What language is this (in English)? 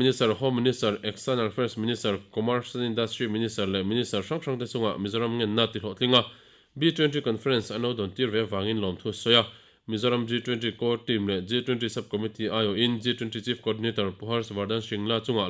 Mizo